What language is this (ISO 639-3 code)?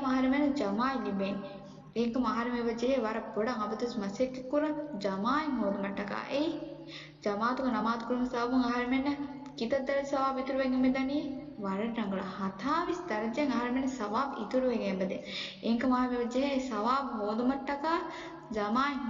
div